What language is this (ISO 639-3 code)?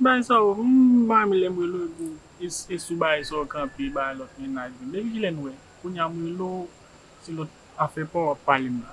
hat